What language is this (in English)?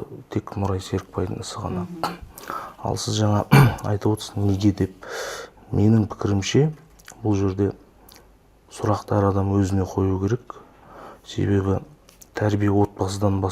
Kazakh